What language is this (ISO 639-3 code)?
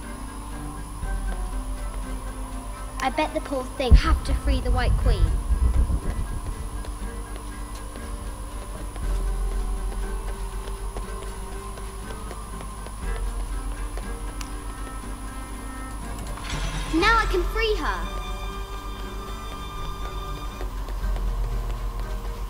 eng